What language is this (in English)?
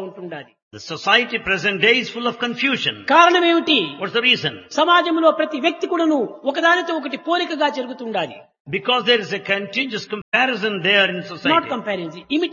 Telugu